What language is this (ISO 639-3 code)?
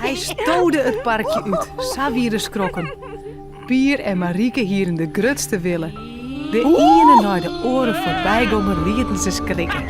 fry